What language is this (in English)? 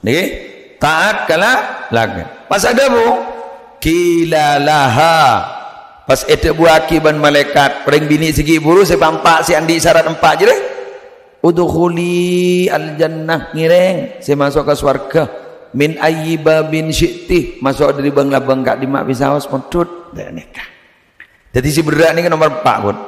Madurese